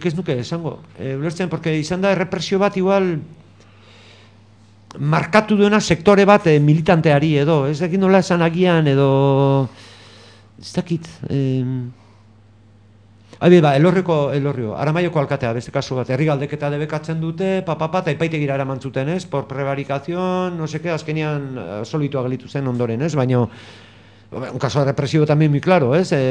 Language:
Basque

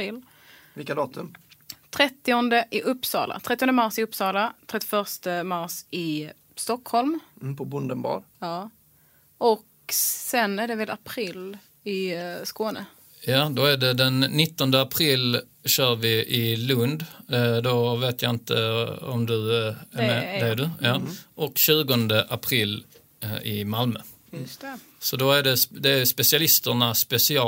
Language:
Swedish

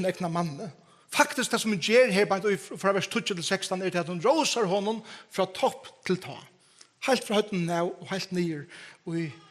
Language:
Faroese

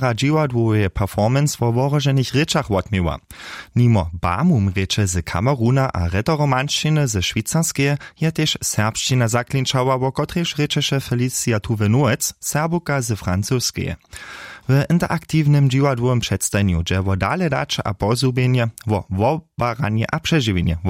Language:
Upper Sorbian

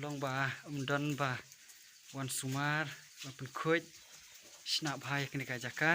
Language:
Khasi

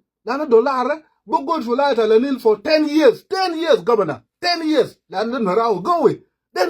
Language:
Nuer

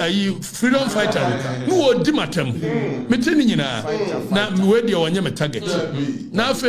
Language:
Akan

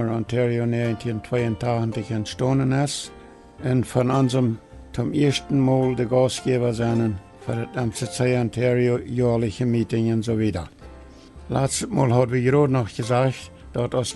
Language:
Plautdietsch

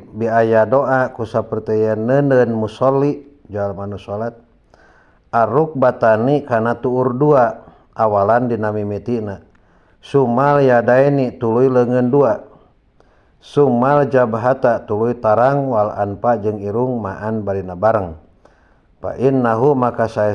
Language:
Sundanese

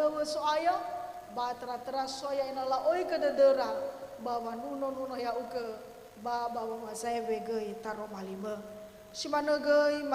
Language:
Nias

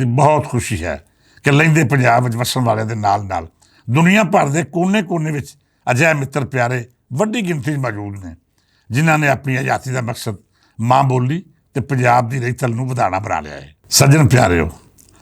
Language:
Western Panjabi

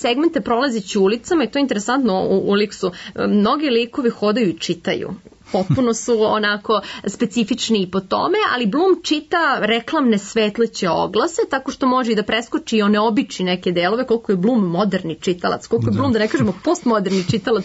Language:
Serbian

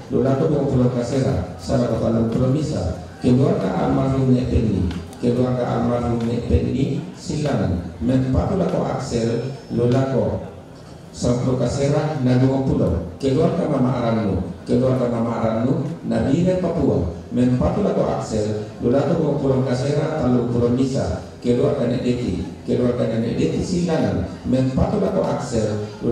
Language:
Toraja-Sa'dan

